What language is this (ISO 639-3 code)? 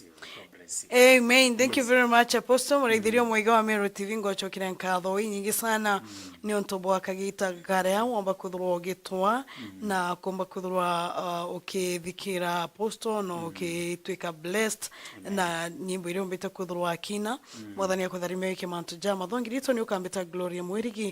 mer